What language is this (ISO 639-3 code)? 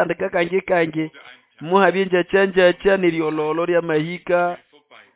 nnb